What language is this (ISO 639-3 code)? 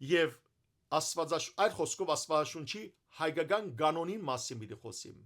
hyw